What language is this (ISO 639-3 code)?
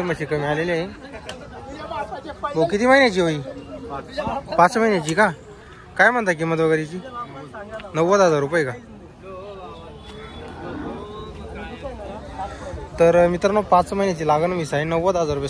mar